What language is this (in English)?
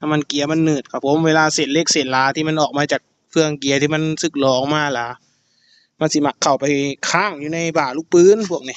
Northeastern Thai